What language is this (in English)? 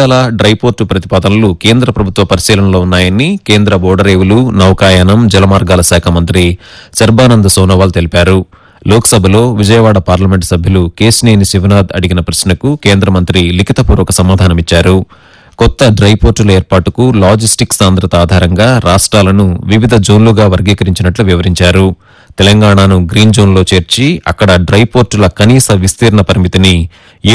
Telugu